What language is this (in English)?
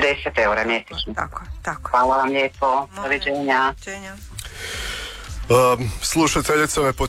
Croatian